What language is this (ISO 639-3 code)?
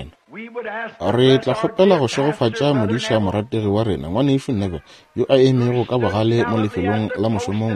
nso